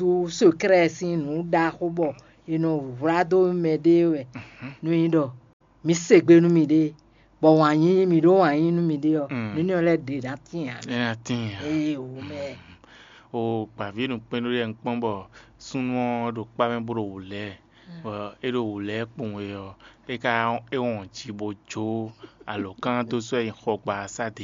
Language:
Fon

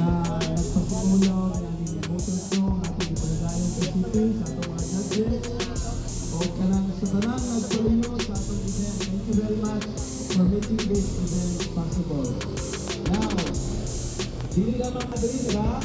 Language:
Cebuano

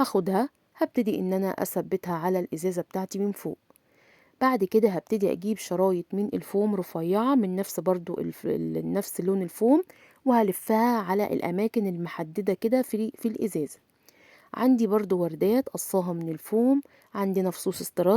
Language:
Egyptian Arabic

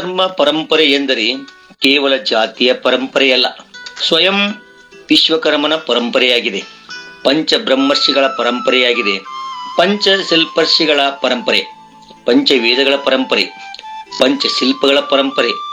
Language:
Kannada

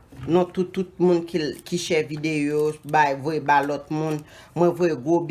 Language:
Haitian Creole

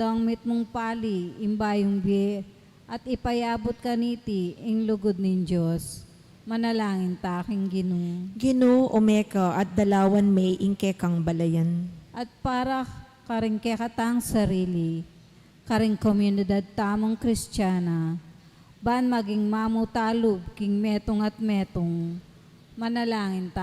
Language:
Pampanga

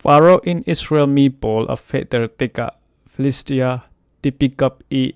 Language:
Falam Chin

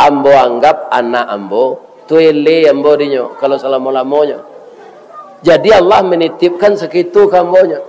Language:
Minangkabau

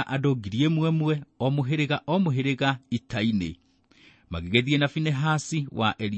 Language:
Kikuyu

